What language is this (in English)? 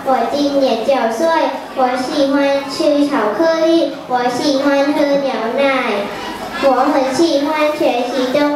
Chinese